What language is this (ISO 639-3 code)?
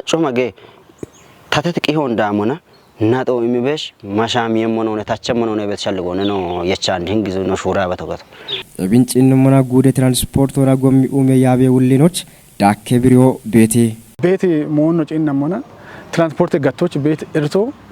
kbr